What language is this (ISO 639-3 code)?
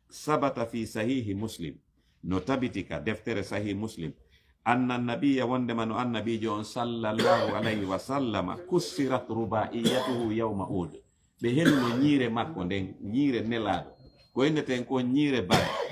ful